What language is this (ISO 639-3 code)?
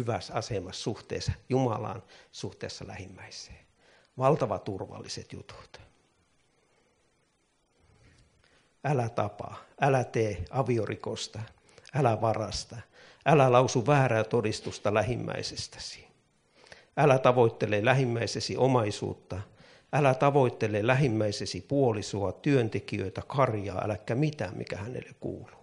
fin